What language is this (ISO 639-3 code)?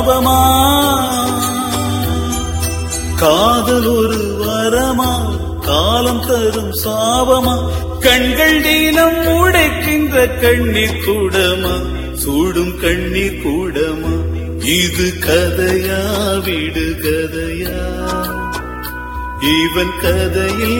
tam